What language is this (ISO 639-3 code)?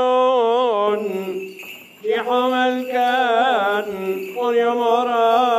ara